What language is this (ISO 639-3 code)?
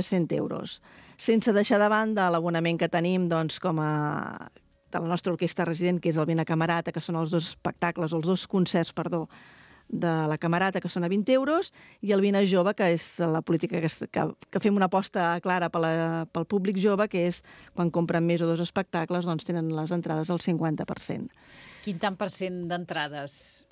cat